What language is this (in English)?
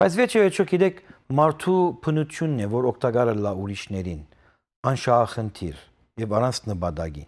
Western Armenian